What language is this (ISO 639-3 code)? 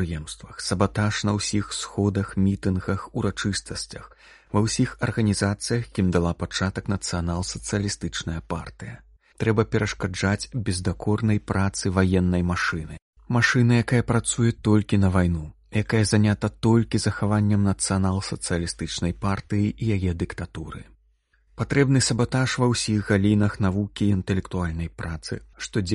bel